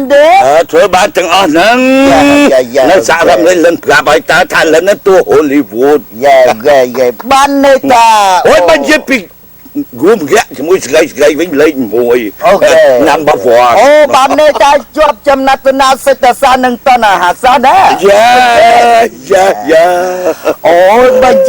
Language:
Khmer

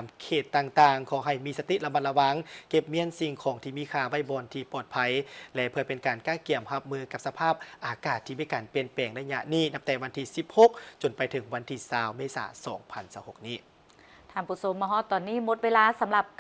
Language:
Lao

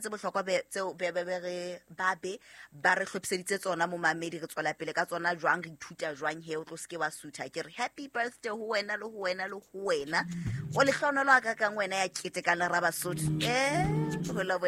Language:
Southern Sotho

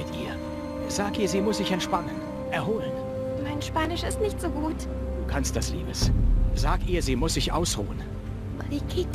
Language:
Bavarian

